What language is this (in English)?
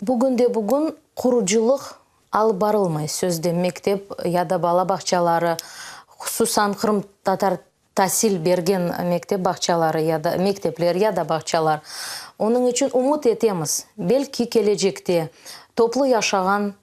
Crimean Tatar